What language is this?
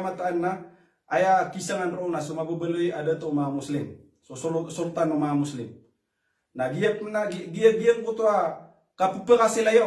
Maranao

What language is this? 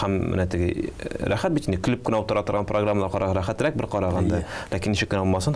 Tatar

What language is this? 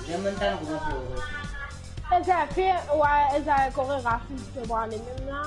Morisyen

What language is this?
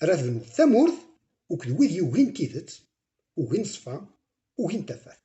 Kabyle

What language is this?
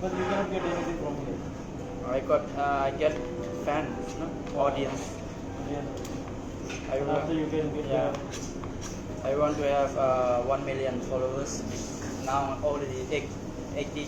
Shan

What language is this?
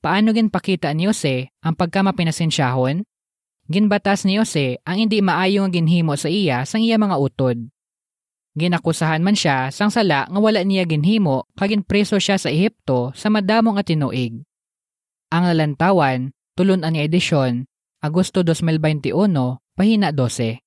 Hiligaynon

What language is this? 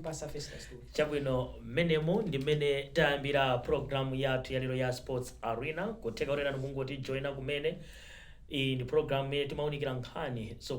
Nyanja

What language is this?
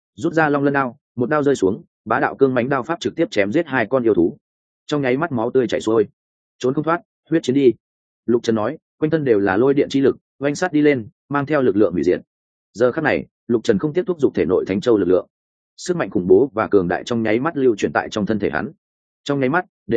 Vietnamese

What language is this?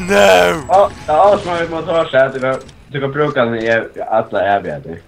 Faroese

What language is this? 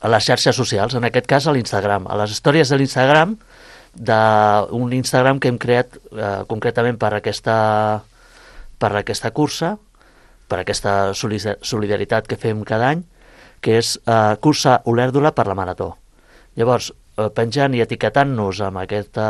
Catalan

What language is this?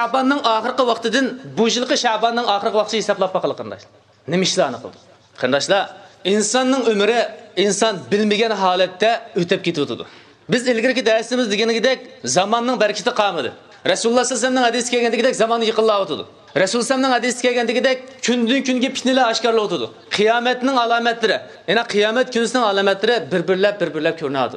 Uyghur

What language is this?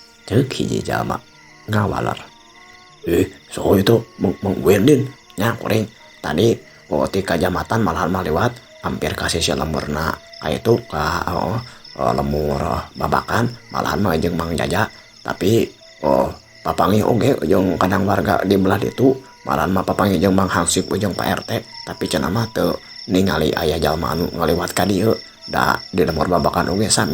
Sundanese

